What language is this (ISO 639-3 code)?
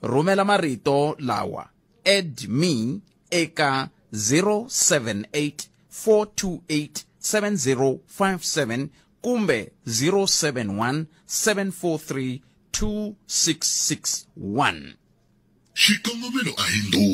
tso